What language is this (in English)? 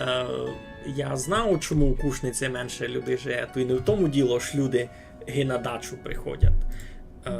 Rusyn